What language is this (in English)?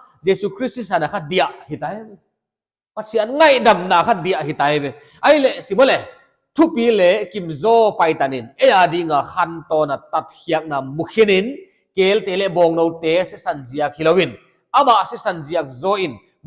Paite Chin